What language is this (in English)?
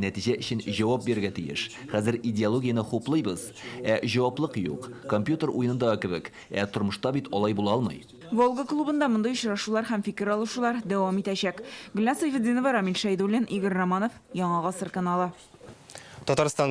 Tatar